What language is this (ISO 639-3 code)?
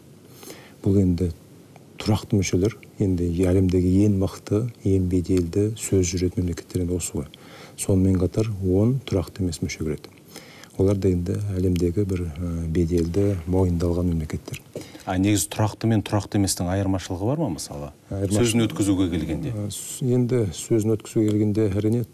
kaz